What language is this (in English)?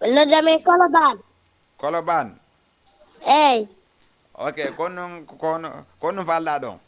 Fula